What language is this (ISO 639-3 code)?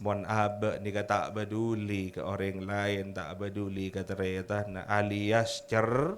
mad